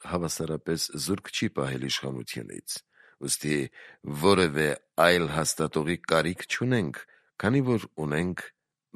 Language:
Armenian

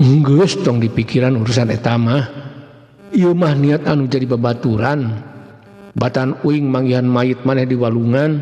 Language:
Sundanese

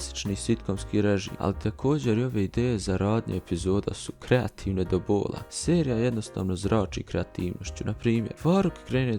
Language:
Bosnian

